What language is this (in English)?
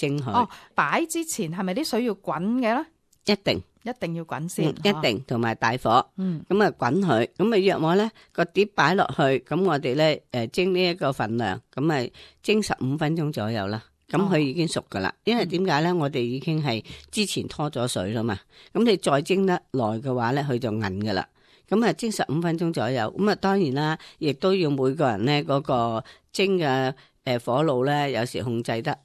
Cantonese